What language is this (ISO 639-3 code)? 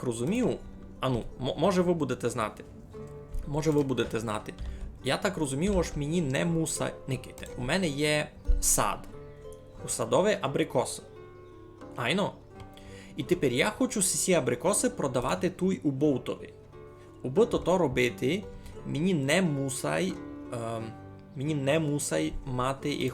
rue